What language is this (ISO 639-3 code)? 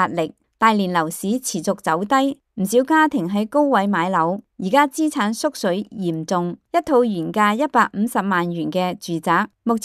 yue